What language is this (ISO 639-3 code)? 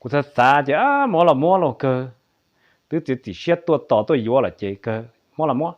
hmn